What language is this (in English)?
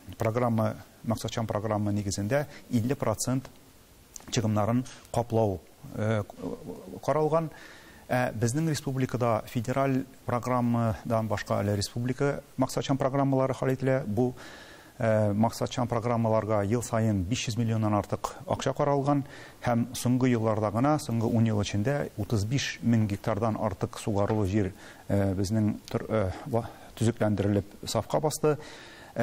Tatar